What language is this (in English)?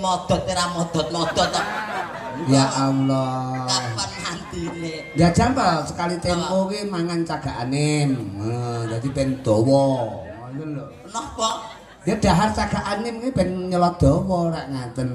Javanese